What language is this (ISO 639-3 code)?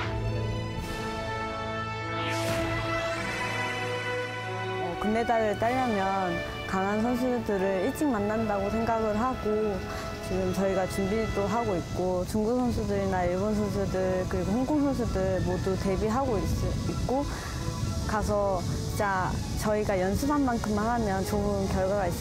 kor